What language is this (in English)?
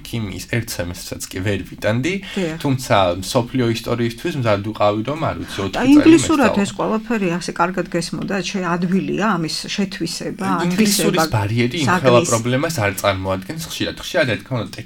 Georgian